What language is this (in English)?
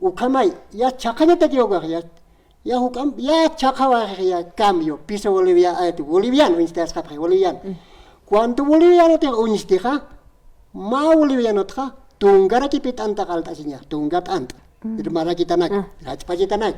Aymara